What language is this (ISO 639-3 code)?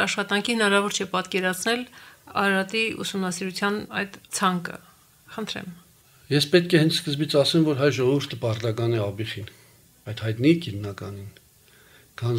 hye